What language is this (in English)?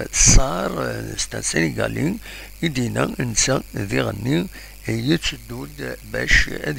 Kabyle